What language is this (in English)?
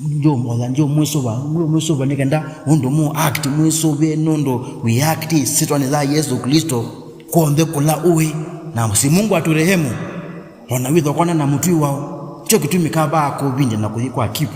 Kamba